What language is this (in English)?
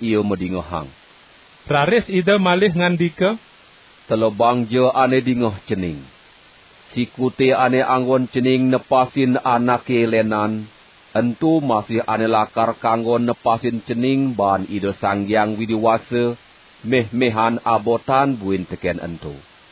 Balinese